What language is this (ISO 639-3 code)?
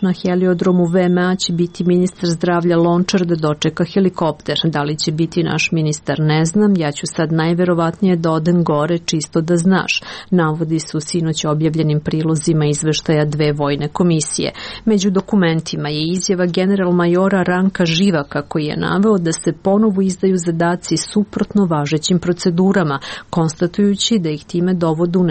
srp